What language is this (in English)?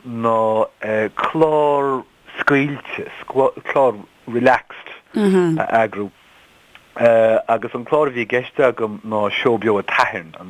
Irish